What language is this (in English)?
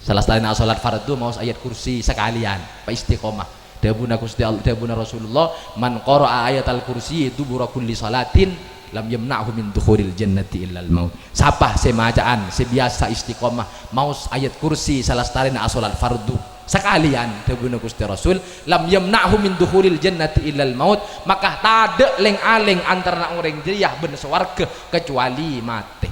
Madurese